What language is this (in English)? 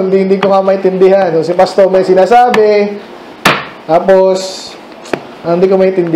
Filipino